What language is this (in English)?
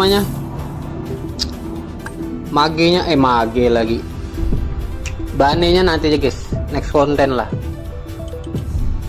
Indonesian